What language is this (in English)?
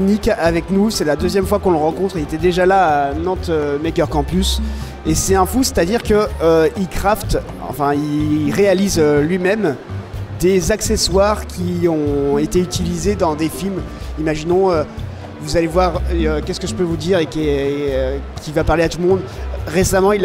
French